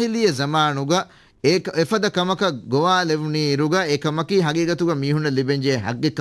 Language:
Divehi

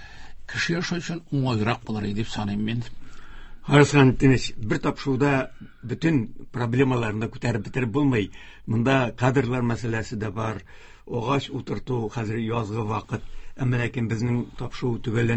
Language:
Tatar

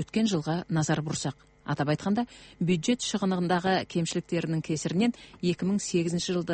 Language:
Kazakh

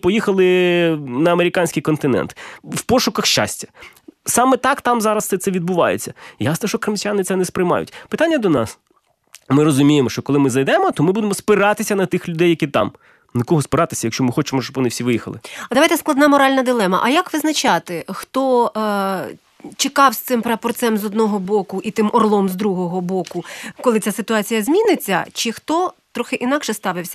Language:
Ukrainian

